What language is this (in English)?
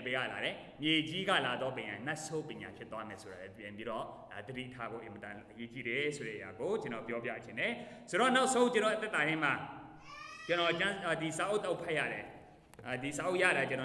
Burmese